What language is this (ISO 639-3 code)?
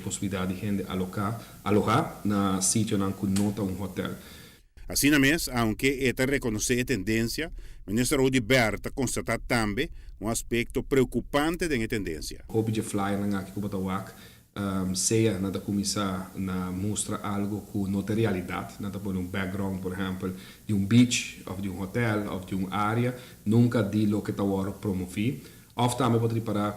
pap